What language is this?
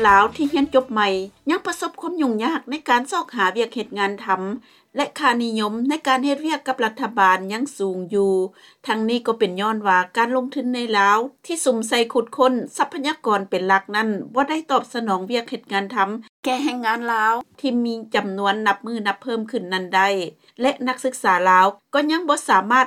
Lao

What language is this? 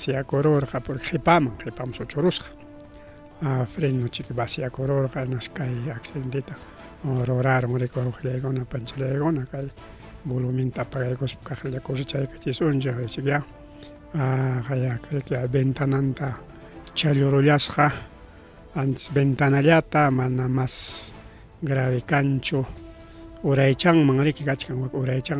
Ayacucho Quechua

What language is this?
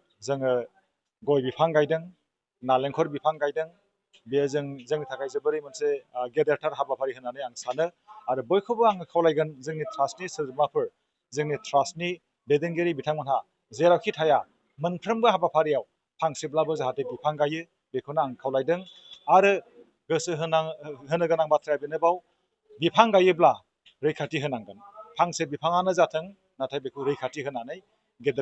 Bodo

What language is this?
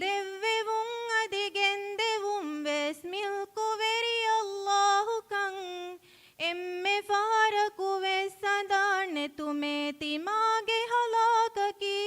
Divehi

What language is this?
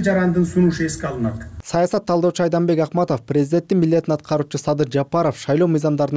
Kyrgyz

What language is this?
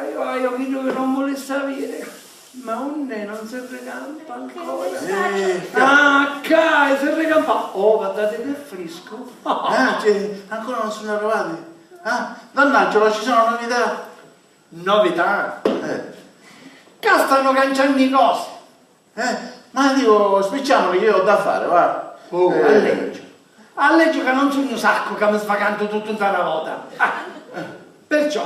Sicilian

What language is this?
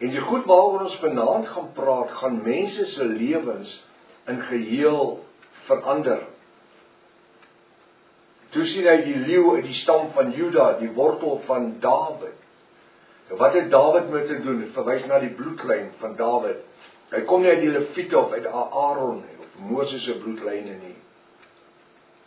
Afrikaans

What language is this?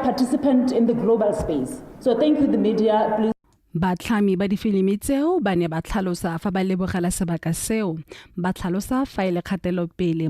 Tswana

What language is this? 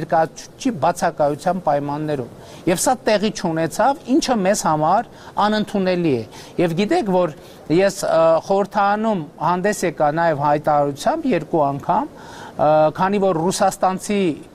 Armenian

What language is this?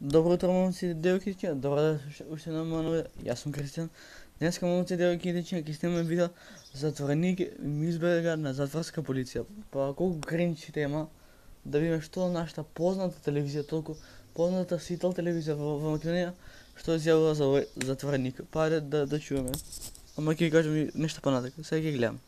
Macedonian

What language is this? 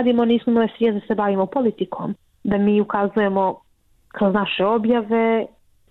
Bosnian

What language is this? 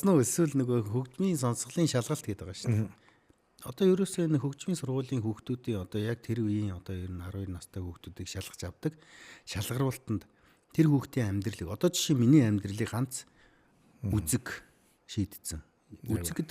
Mongolian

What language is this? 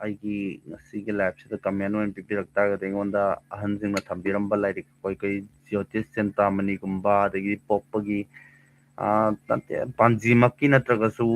Manipuri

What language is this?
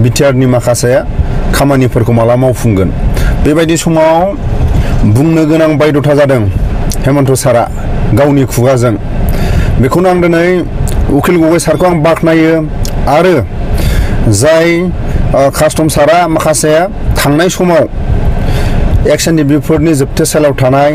Bodo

